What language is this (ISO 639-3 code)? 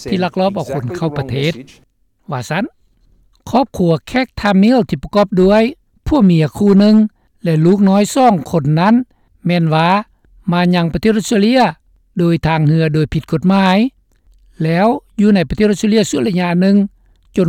lao